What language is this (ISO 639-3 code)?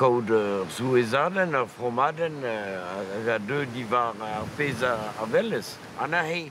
bre